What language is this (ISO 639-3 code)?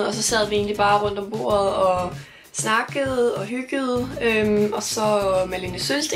dan